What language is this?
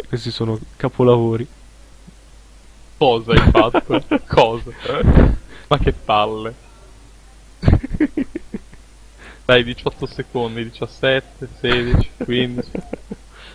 Italian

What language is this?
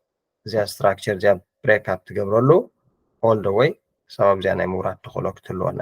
Tigrinya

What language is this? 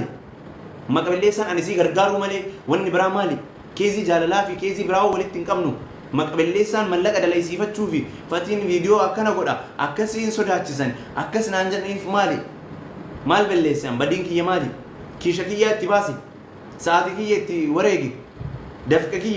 Oromo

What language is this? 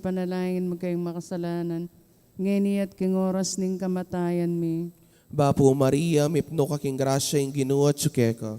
Pampanga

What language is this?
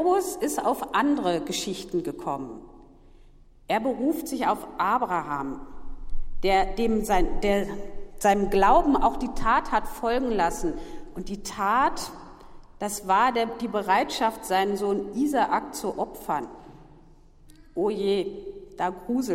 German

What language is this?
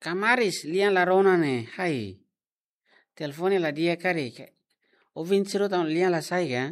Tetum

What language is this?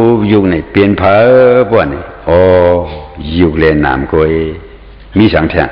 Shan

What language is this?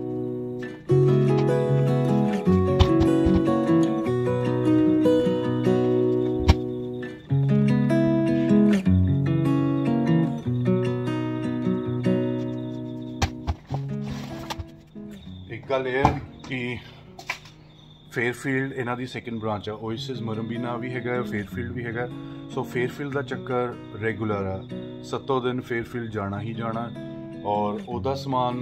Punjabi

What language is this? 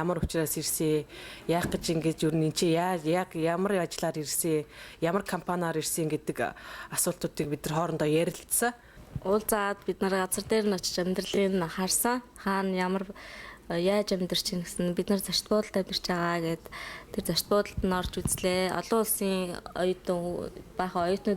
Mongolian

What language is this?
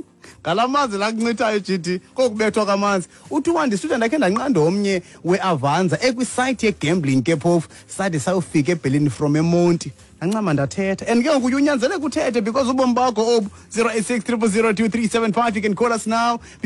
Xhosa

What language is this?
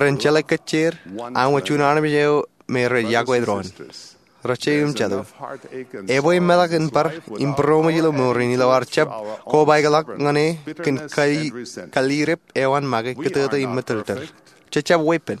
Marshallese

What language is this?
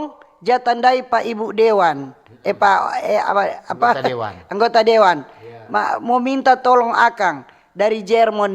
Manado Malay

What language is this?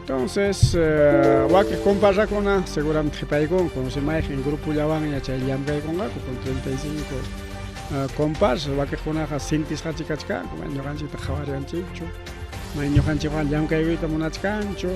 Ayacucho Quechua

